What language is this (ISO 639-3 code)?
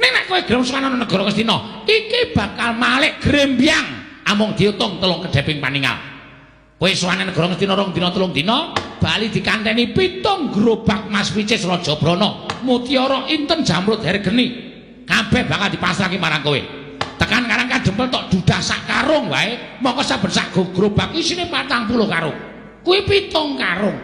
jav